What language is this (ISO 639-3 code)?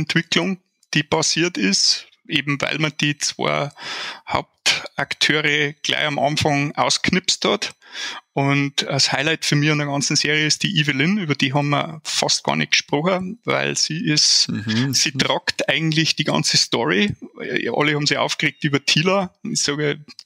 bar